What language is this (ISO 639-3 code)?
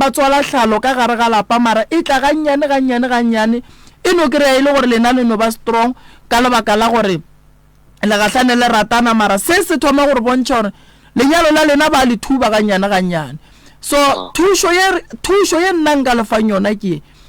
nso